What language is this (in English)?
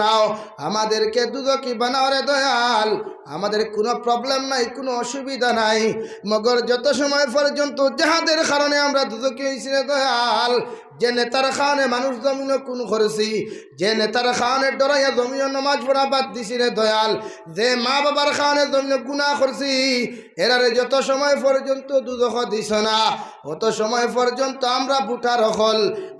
Sylheti